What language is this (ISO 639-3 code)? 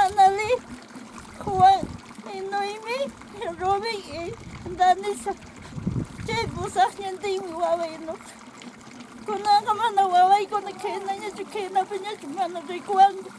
que